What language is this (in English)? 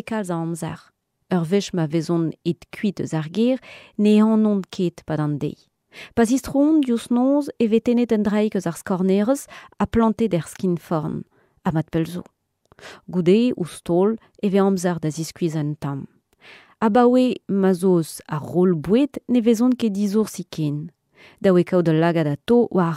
Breton